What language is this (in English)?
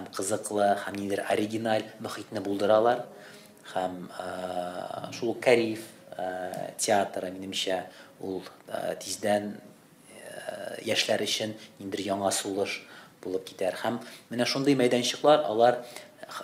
Tatar